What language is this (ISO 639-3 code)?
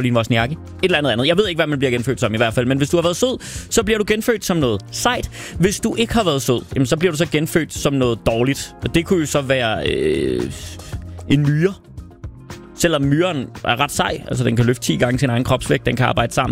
dan